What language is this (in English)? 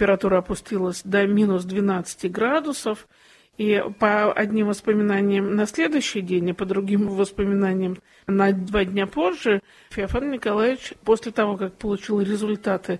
Russian